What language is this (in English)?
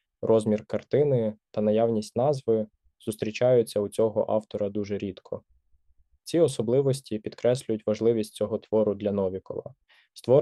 Ukrainian